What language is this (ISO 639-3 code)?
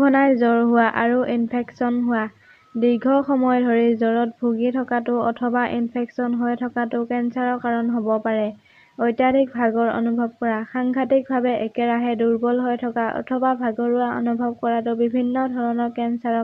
asm